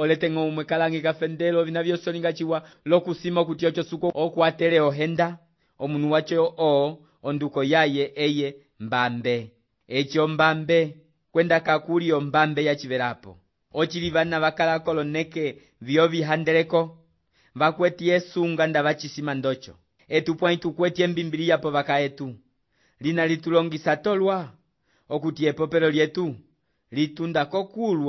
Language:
Umbundu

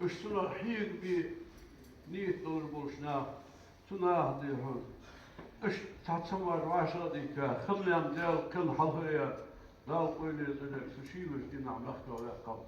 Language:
Ingush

